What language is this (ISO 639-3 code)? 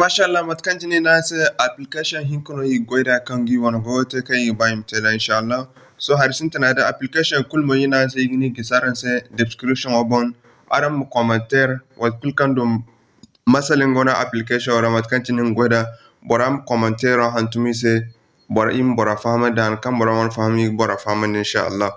dje